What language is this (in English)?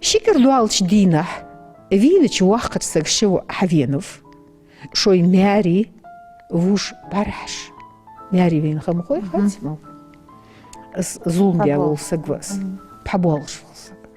Ingush